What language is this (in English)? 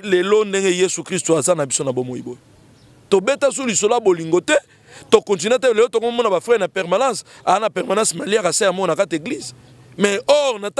Lingala